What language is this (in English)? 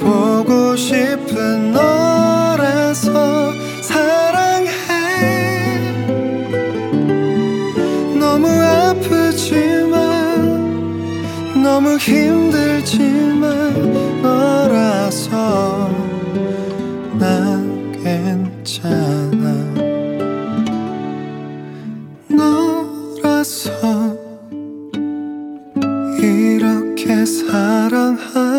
Korean